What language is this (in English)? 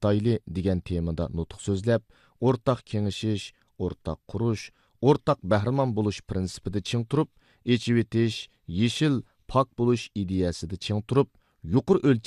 Uyghur